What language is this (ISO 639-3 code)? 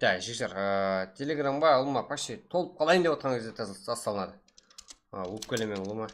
kaa